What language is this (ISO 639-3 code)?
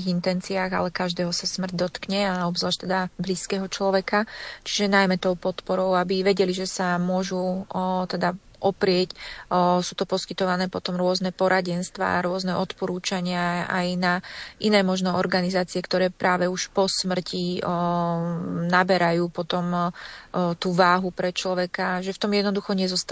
slk